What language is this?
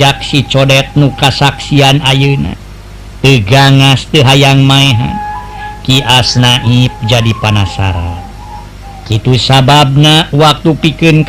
Sundanese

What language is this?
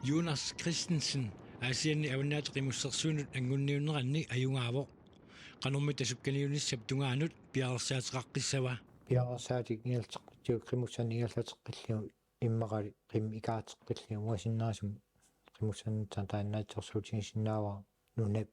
Kalaallisut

